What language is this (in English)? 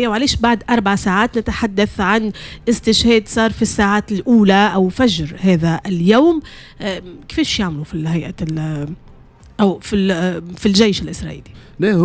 Tunisian Arabic